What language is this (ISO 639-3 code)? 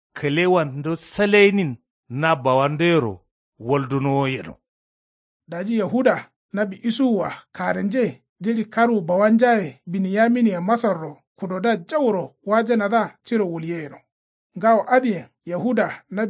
kau